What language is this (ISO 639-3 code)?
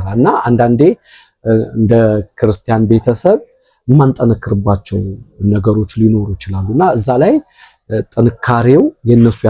amh